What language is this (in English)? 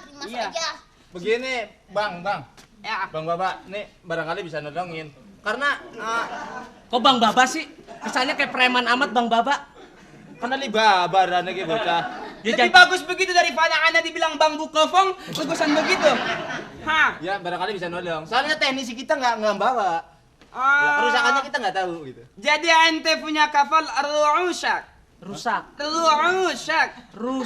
Betawi